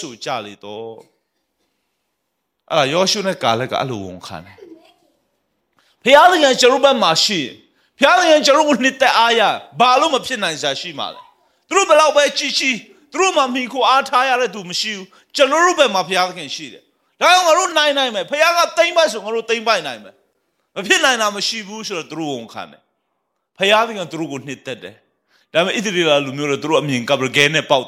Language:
Burmese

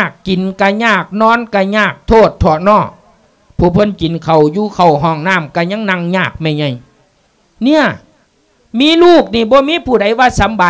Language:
Lao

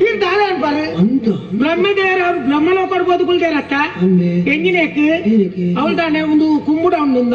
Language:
Tulu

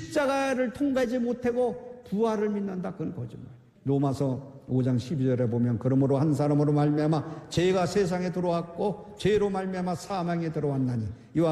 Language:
Korean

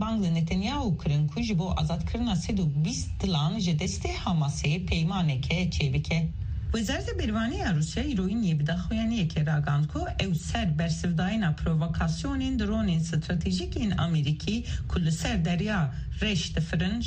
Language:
Kurdish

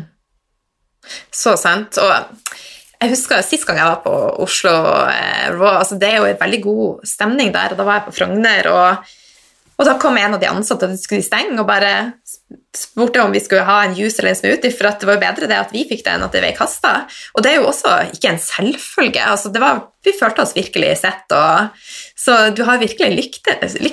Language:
Norwegian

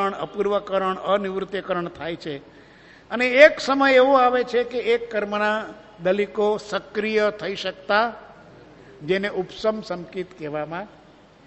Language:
Gujarati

